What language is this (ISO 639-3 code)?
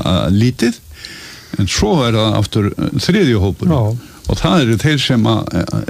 isl